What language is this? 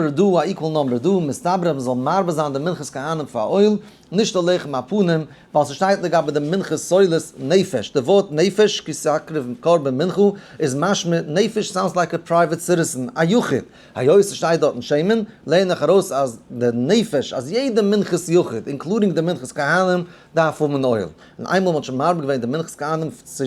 Yiddish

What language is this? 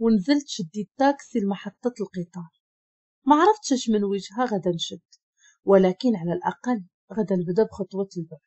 Moroccan Arabic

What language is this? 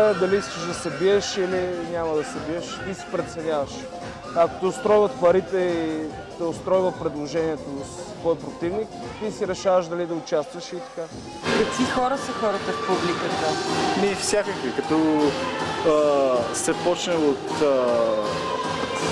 Bulgarian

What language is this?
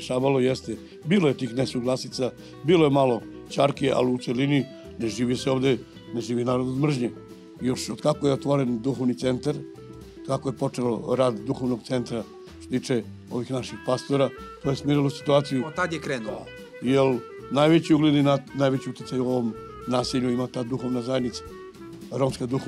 Serbian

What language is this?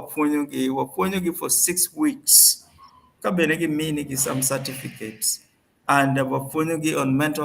Acoli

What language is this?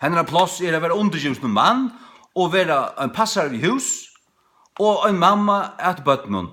Faroese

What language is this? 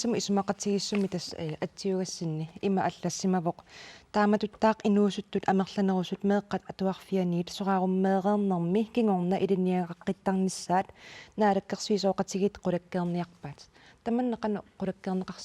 Kalaallisut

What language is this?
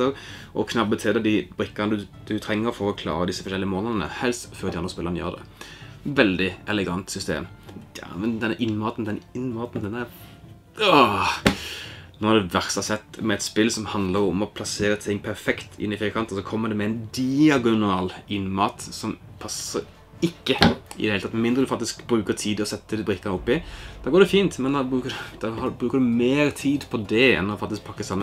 Norwegian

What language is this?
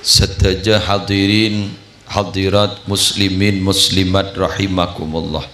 Madurese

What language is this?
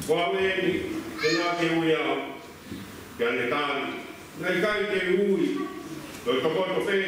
Tongan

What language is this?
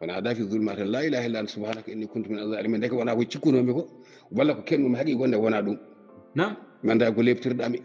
Fula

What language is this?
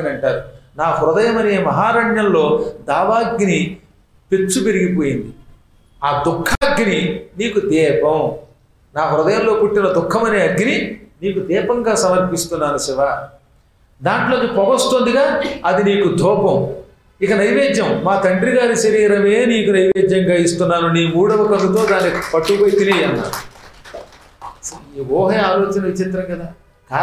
Telugu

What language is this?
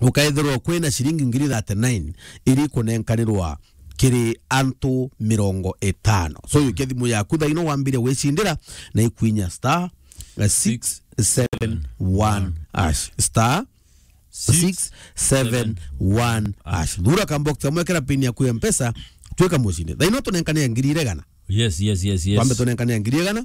Meru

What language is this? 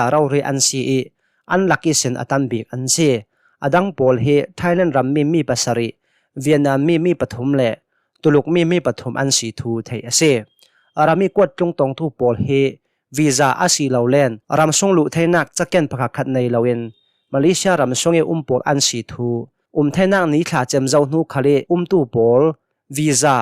Hakha Chin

